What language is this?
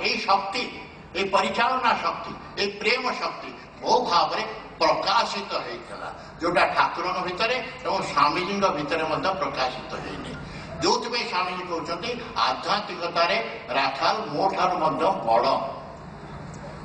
Odia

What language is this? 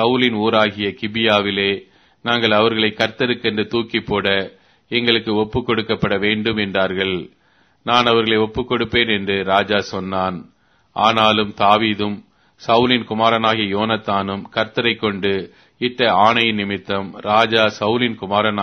Tamil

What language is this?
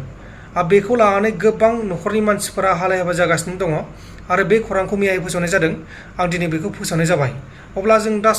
Bodo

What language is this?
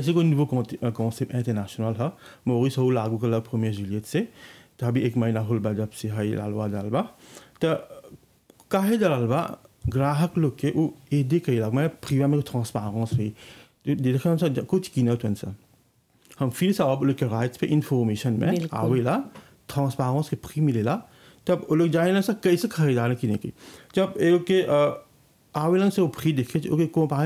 Bhojpuri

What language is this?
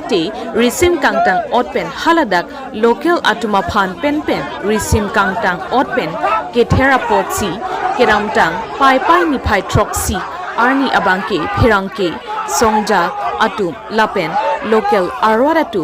Karbi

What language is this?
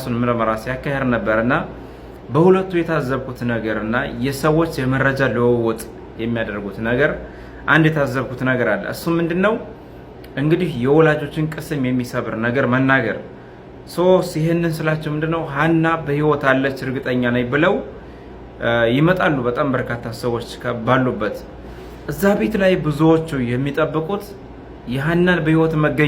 Amharic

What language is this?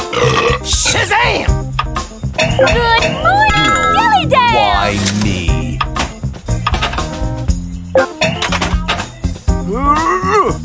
Japanese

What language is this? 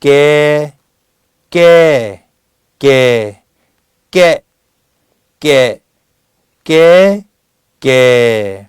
Lahu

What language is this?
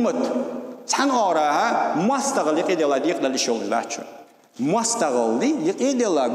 Ingush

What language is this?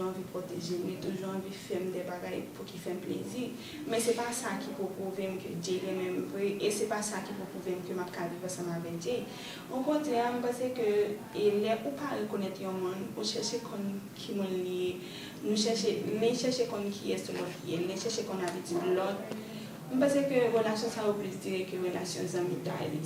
Haitian Creole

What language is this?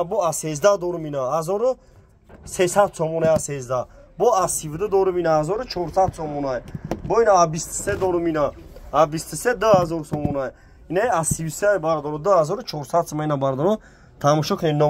Tajik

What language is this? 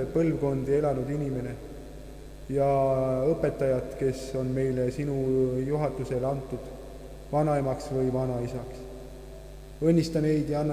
Estonian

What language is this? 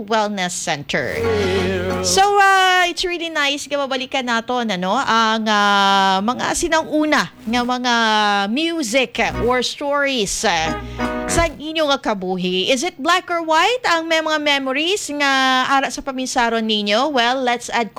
Hiligaynon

